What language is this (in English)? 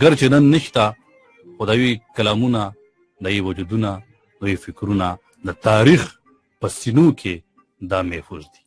Pashto